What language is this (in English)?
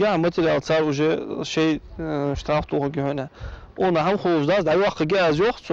Ingush